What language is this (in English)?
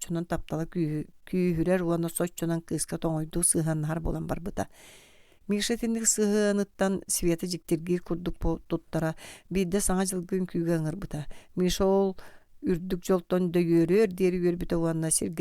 Yakut